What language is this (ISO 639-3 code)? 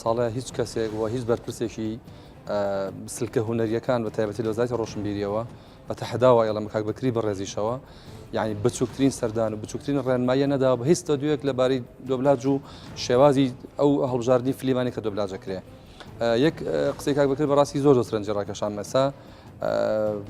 ckb